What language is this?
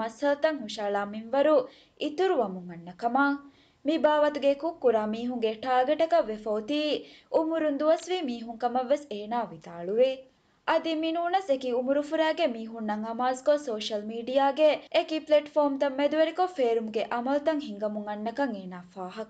Divehi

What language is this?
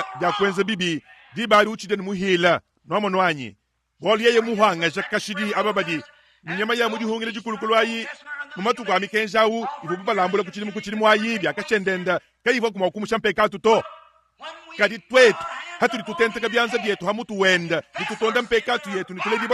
Luba-Lulua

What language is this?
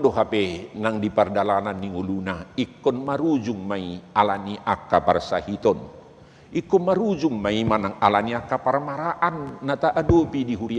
Batak Toba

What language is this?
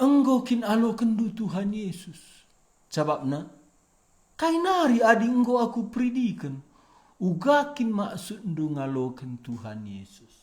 Batak Karo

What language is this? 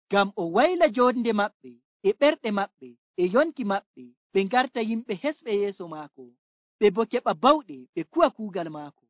Nigerian Fulfulde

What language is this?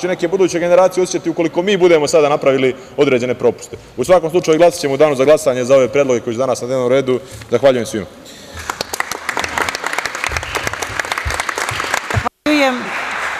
Serbian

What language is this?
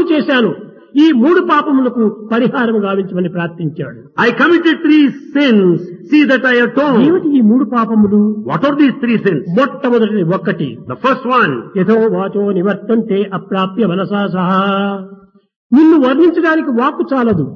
Telugu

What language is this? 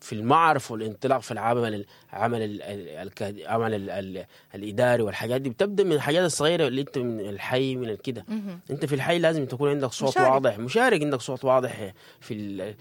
Sudanese Arabic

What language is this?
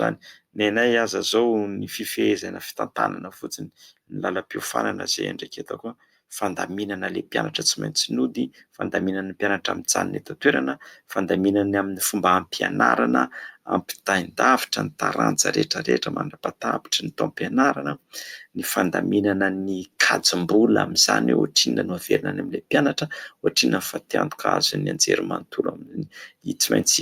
Malagasy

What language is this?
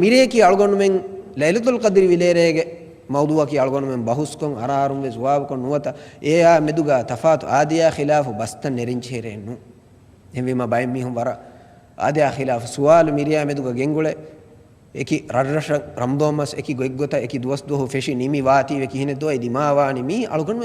Divehi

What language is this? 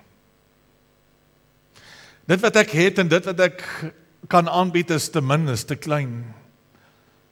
Afrikaans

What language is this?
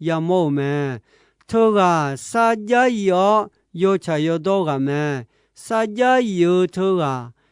Akha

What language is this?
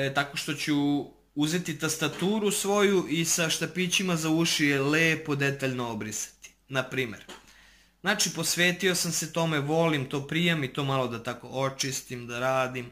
Serbian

